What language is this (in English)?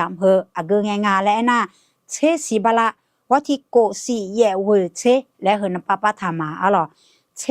Akha